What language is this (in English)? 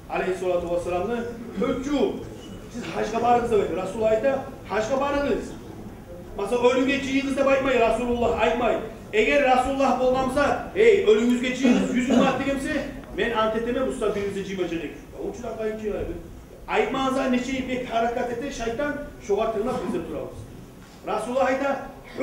Kumyk